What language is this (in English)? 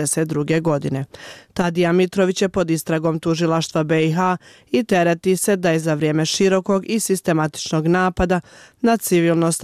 Bosnian